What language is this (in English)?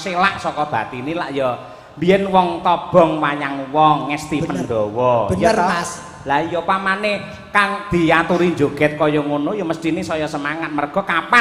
Javanese